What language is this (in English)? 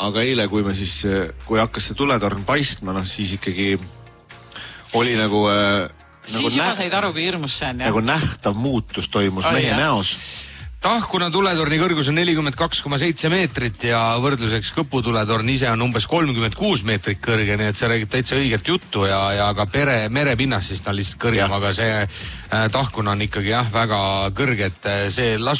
Estonian